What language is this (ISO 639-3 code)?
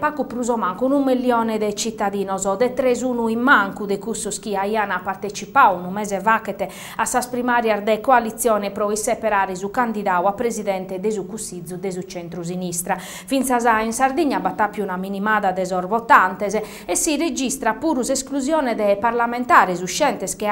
srd